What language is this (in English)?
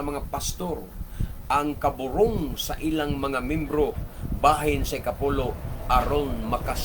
Cebuano